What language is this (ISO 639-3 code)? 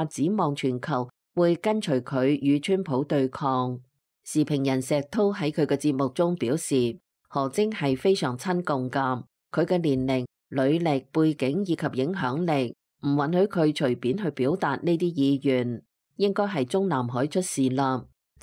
yue